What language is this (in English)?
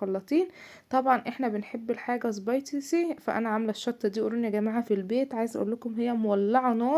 Egyptian Arabic